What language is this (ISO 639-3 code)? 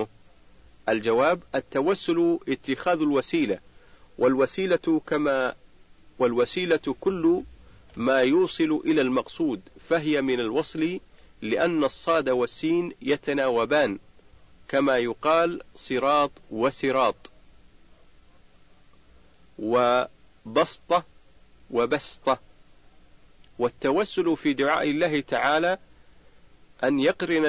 ara